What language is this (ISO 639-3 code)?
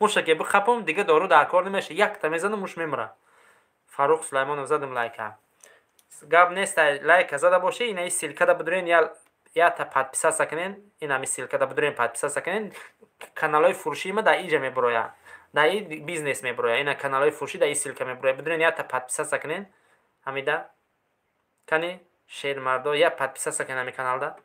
tgk